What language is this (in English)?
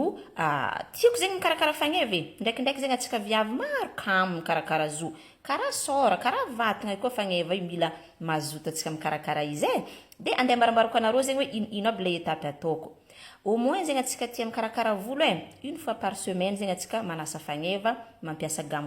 Malagasy